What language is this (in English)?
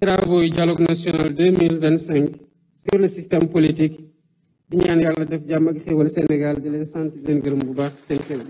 Wolof